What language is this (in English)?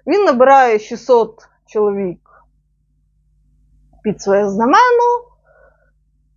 Ukrainian